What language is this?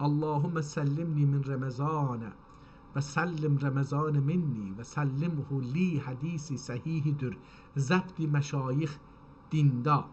South Azerbaijani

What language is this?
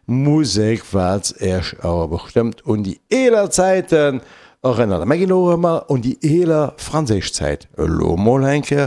Luxembourgish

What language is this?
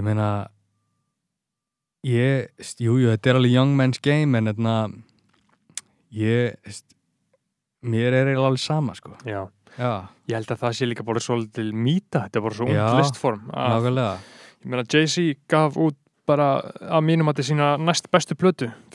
Icelandic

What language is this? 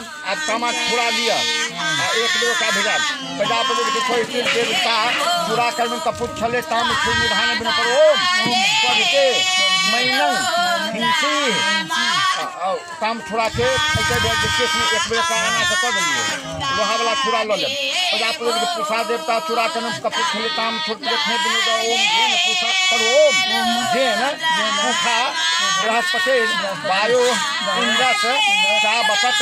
Maithili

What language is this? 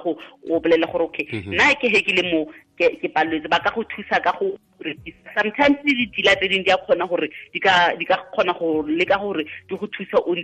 Tswana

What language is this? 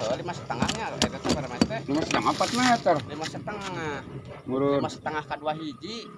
Sundanese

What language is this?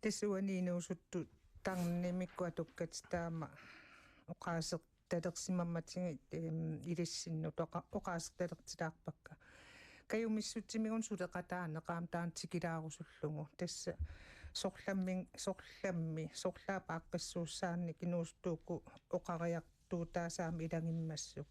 Kalaallisut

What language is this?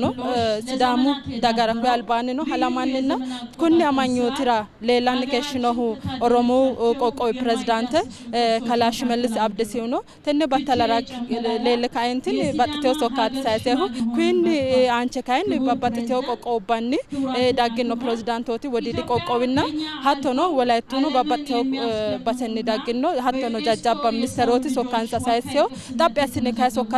Sidamo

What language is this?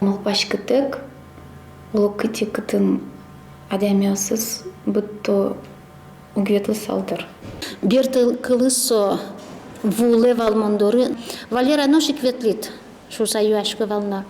Udmurt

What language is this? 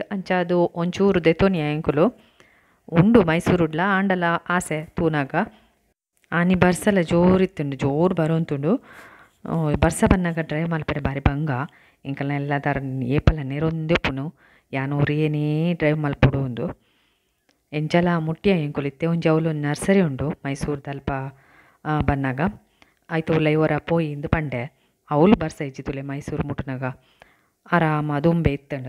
Tulu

